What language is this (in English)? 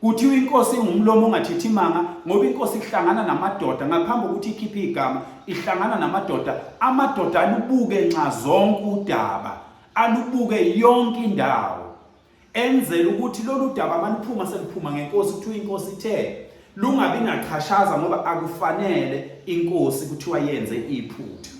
Zulu